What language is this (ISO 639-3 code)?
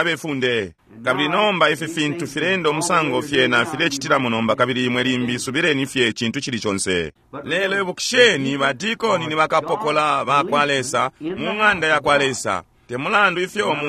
bem